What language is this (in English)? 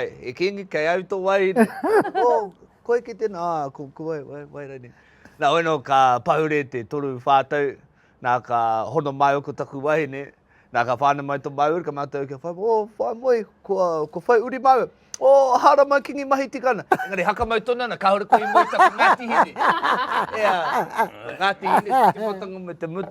Māori